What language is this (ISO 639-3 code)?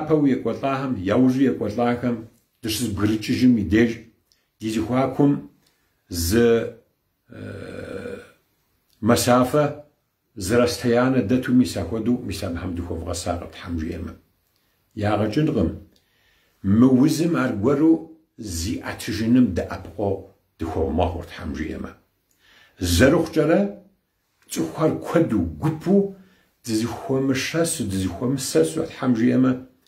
kbd